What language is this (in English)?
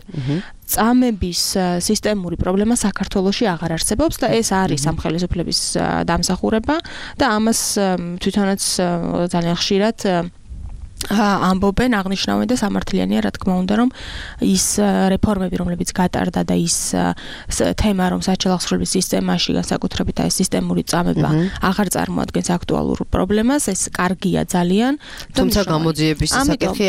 Georgian